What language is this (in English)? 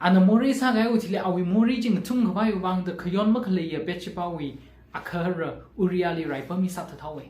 Tangkhul Naga (India)